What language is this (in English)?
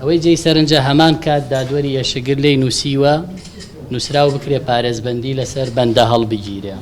Central Kurdish